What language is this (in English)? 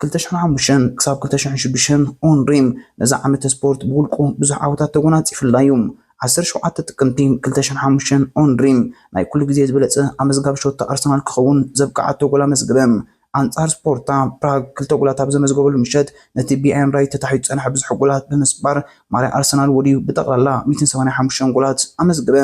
Tigrinya